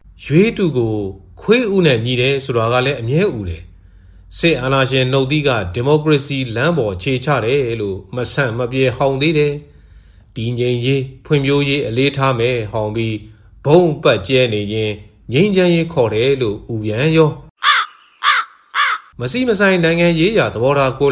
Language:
Burmese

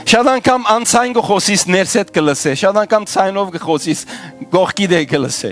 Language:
Western Armenian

